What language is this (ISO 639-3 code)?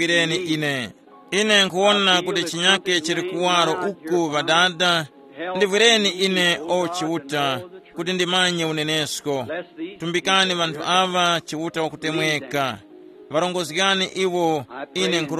tum